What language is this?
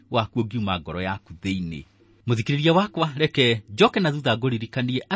Kikuyu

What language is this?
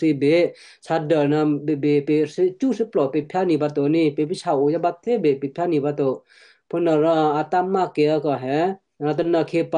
Western Kayah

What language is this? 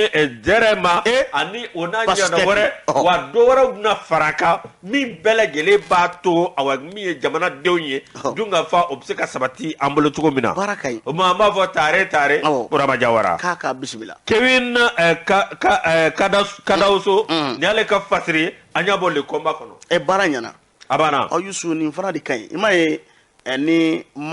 Bambara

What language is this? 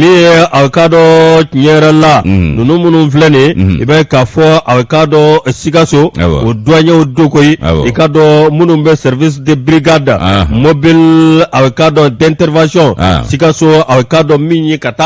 Bambara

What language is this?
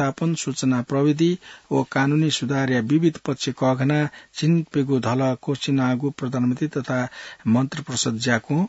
Newari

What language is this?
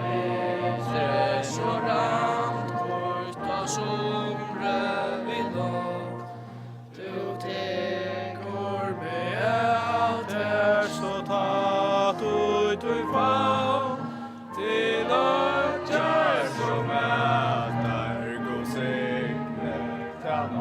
Faroese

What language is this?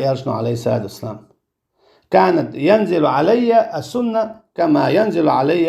Chechen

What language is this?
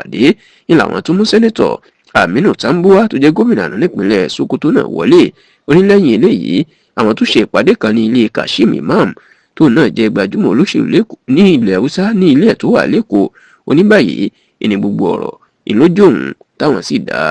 Yoruba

